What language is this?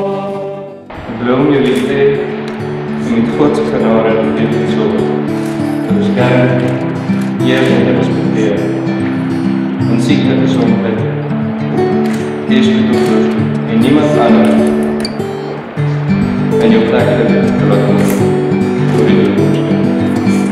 Afrikaans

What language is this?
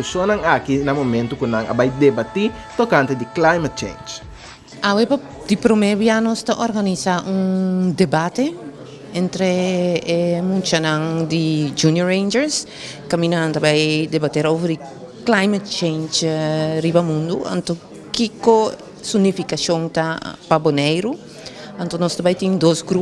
Papiamento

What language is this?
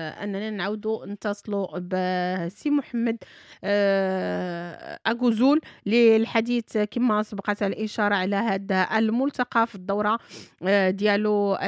Moroccan Arabic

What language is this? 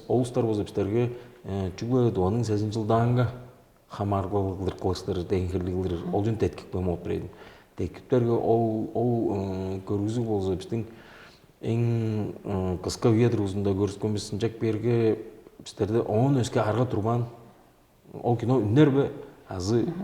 Tuvinian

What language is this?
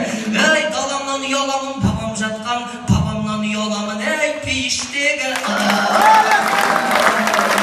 Kazakh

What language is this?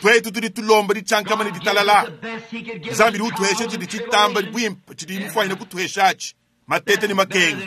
Luba-Lulua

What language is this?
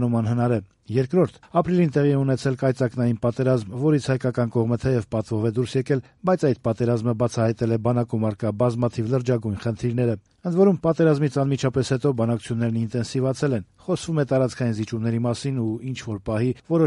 Armenian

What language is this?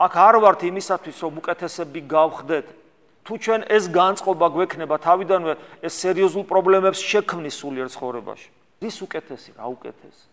Georgian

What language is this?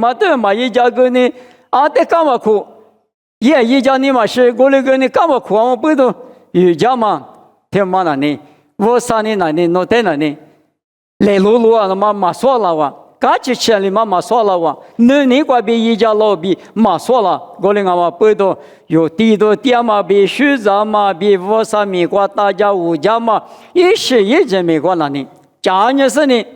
Lisu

